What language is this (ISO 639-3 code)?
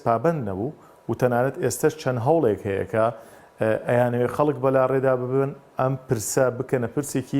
ckb